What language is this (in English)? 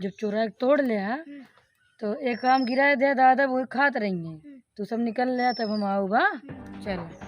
Awadhi